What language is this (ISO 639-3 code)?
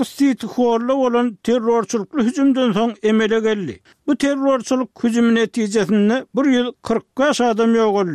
tuk